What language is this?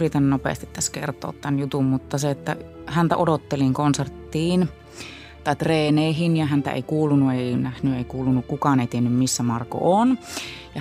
Finnish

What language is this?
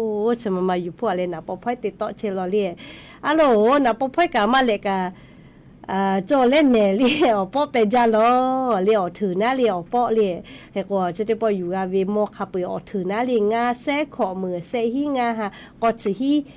Lahu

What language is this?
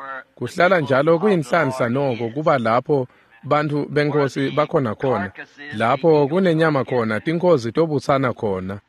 Swati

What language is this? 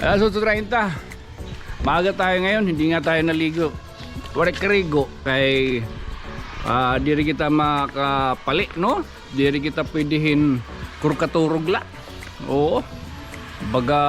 Waray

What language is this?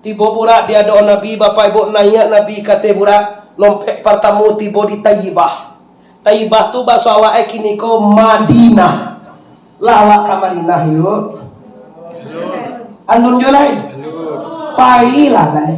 Minangkabau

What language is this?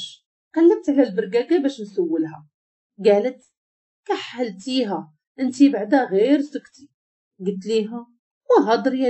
Moroccan Arabic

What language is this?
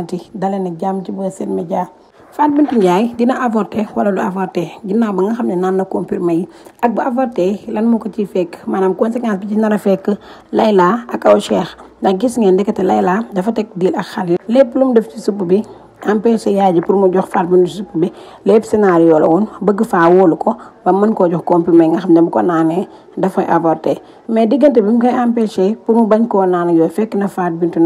Wolof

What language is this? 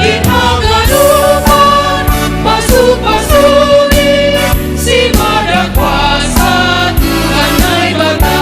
Batak Simalungun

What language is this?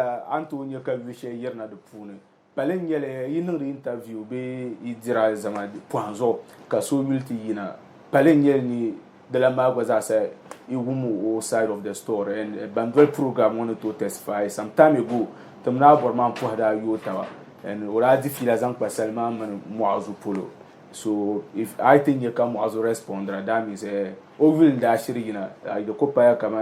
Dagbani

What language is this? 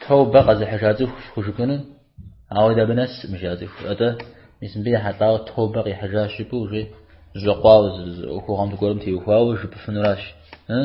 Kabardian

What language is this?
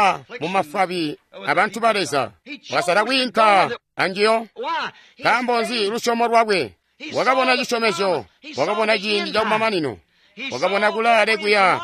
Tonga (Zambia)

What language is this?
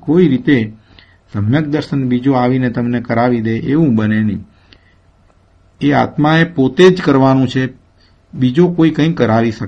Gujarati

